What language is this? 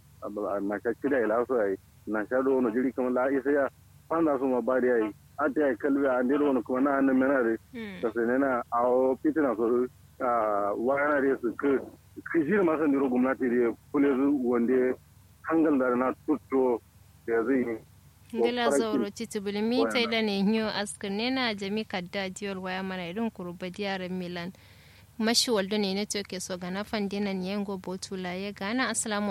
Kanuri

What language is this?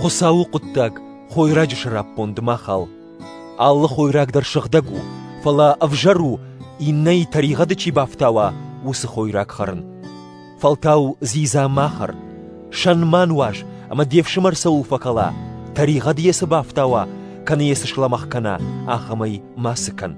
Ossetic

